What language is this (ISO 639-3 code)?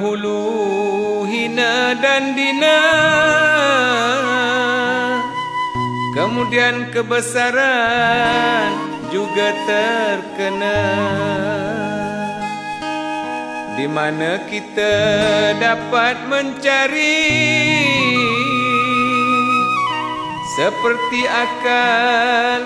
msa